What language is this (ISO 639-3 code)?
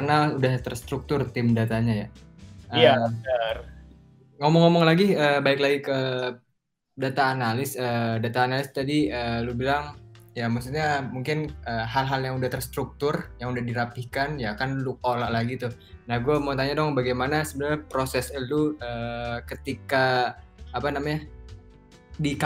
ind